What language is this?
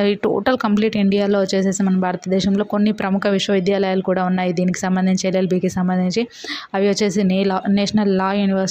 Telugu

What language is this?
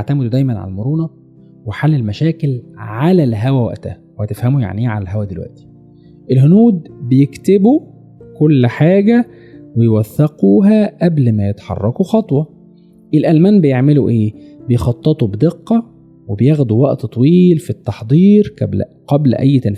Egyptian Arabic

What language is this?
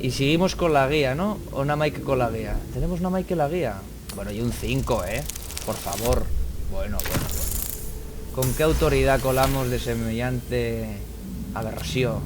Asturian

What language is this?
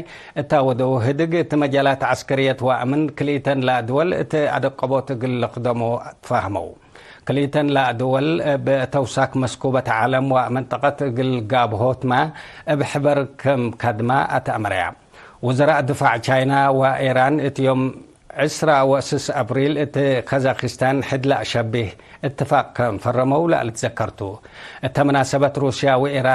Tigre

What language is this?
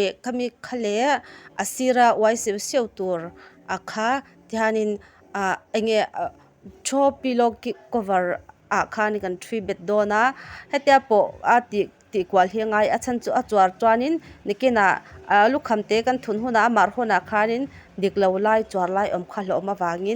Mizo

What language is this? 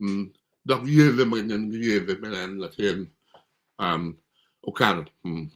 Acoli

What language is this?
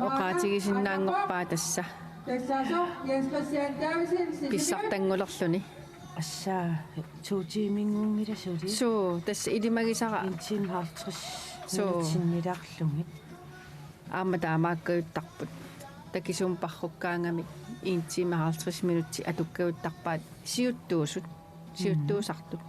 Kalaallisut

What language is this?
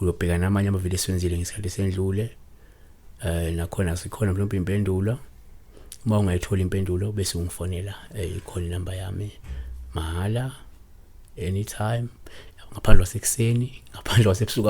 Zulu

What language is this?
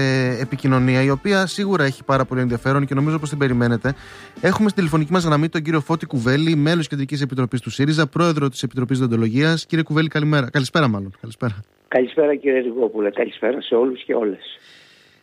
Greek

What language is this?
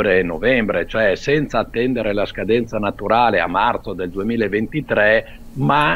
Italian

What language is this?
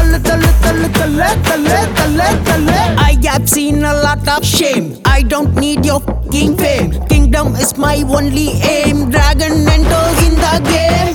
Tamil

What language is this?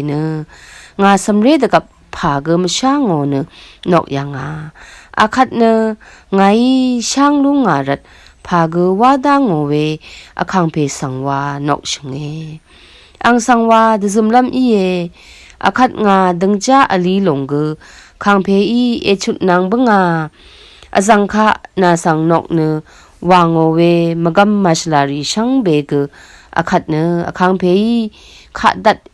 Rawang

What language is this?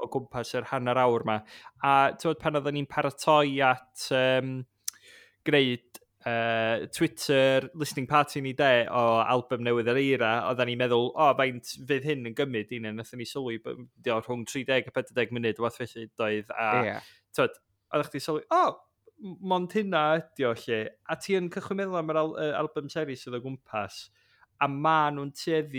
Welsh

